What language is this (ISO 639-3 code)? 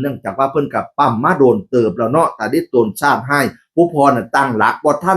tts